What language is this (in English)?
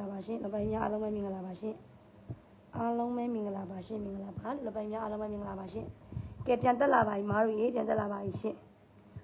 Burmese